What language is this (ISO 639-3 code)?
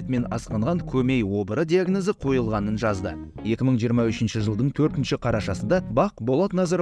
kaz